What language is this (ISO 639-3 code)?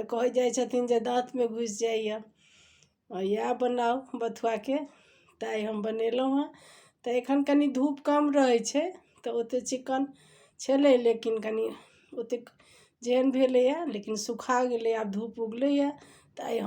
mai